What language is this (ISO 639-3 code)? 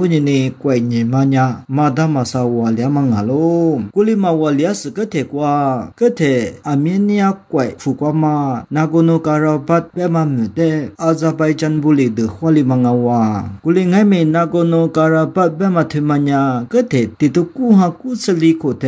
lis